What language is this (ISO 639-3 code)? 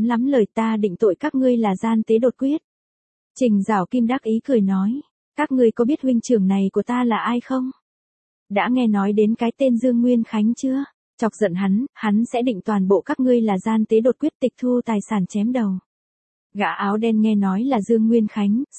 vie